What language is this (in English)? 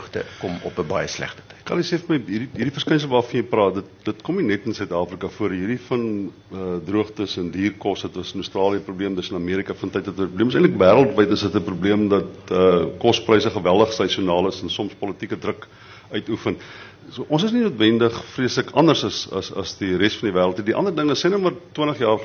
Afrikaans